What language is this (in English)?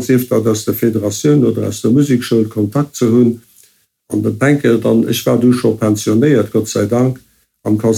Luxembourgish